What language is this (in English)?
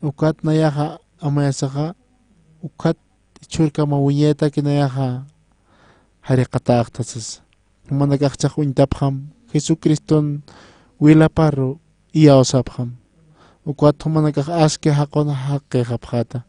Aymara